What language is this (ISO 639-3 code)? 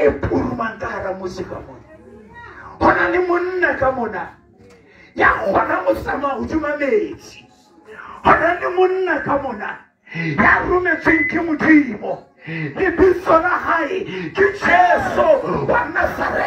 sot